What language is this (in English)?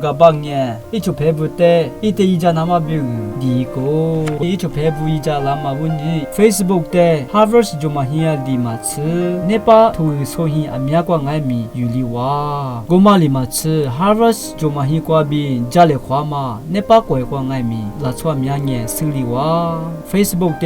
Lisu